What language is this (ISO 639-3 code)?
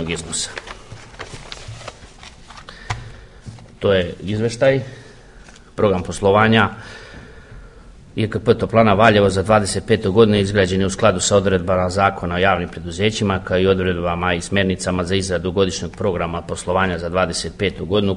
srp